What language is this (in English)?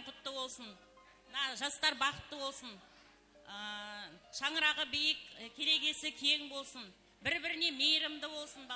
Kara-Kalpak